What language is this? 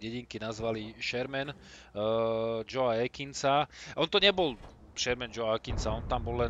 Slovak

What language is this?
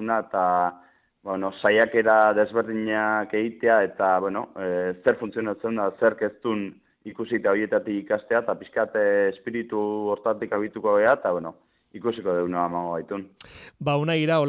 Basque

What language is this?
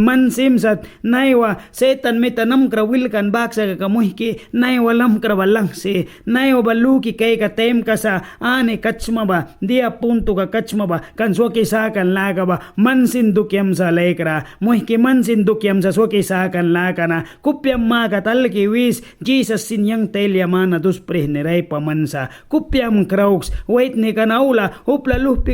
Mískito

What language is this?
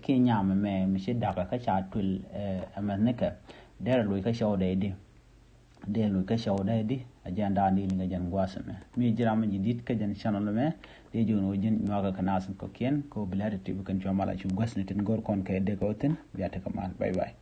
Nuer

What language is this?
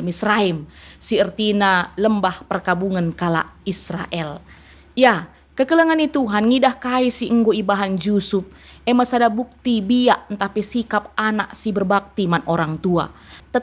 Batak Karo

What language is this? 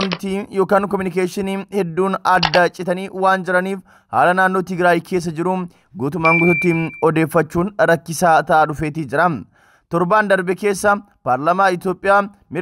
Oromo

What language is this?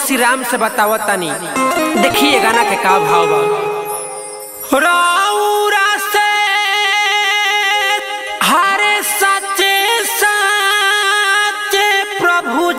Bhojpuri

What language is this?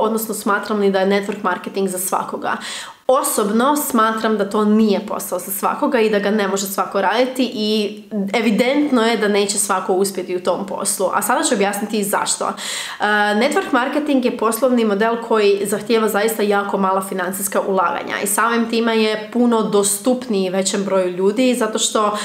Croatian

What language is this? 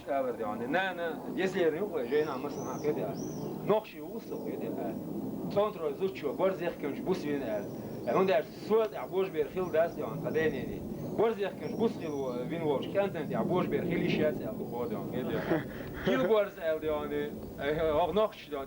Chechen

